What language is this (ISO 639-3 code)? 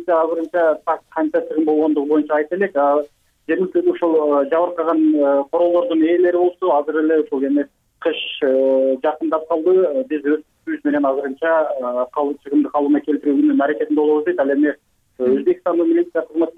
kir